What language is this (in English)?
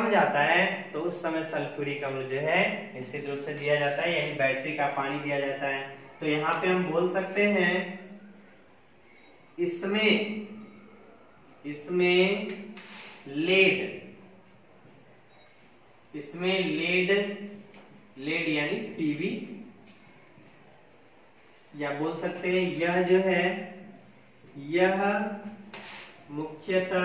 Hindi